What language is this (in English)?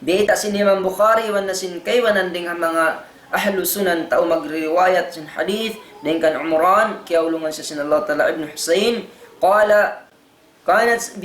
Tausug